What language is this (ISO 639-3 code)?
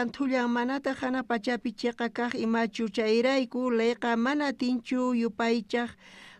quh